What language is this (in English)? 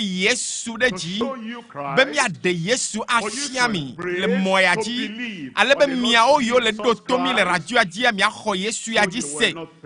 Ewe